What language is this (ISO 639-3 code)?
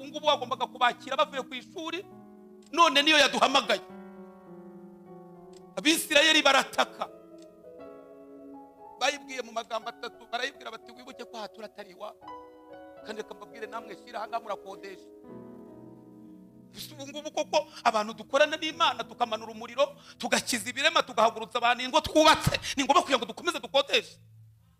kin